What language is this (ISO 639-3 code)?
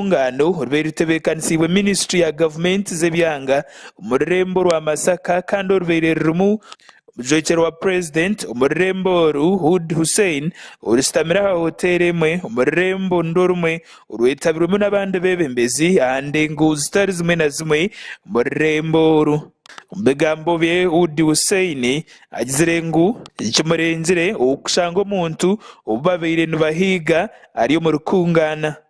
nyn